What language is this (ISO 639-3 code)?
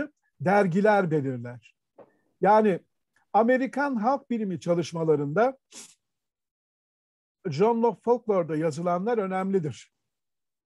tur